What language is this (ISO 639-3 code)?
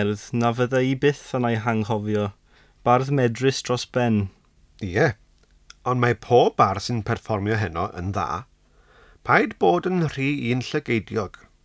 cym